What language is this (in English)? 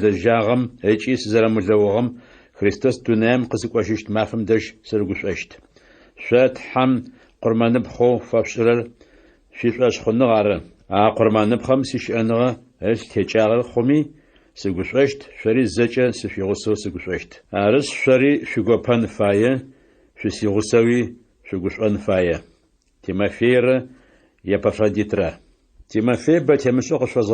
Adyghe